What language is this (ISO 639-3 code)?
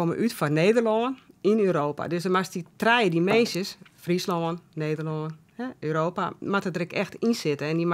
fry